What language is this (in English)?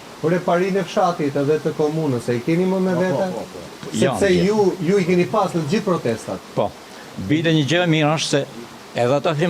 Albanian